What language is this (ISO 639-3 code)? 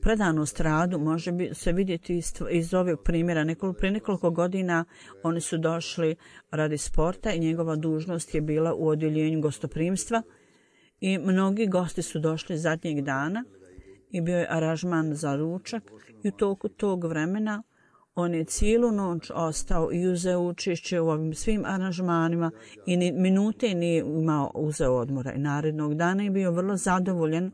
bos